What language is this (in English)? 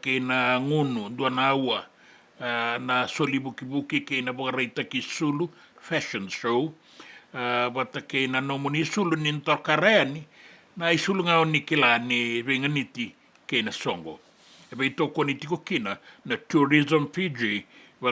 Fijian